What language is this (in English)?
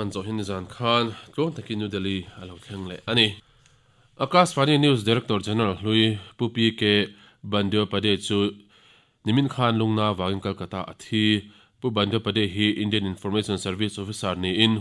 Mizo